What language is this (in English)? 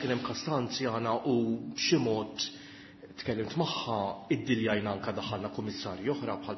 Maltese